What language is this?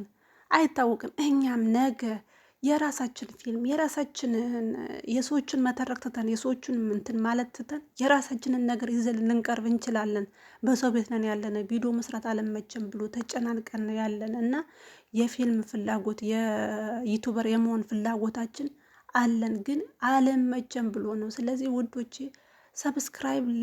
Amharic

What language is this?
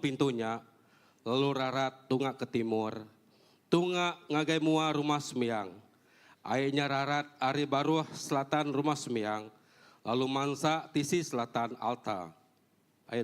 Iban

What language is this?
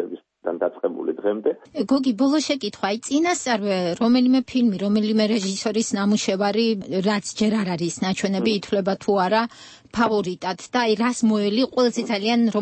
Georgian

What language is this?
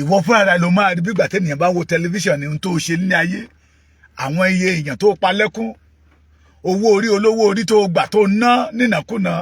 Yoruba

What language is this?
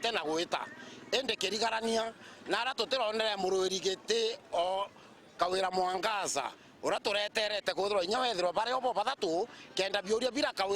Meru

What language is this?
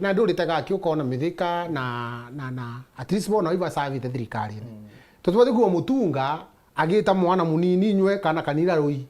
Meru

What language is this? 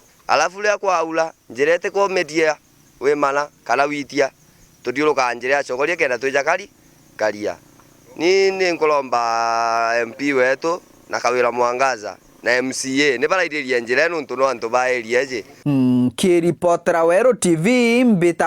Meru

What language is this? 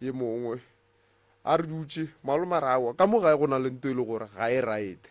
Northern Sotho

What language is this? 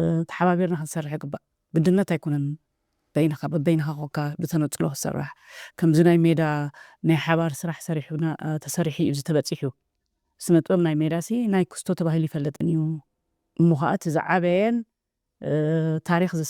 Tigrinya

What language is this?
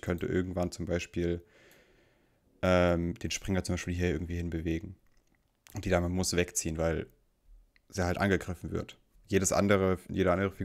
German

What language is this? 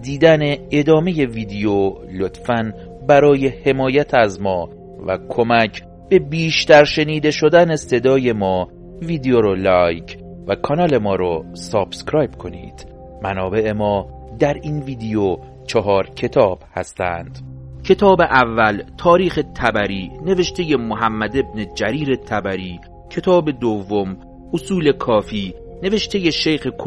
Persian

